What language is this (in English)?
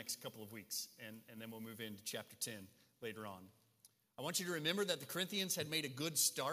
English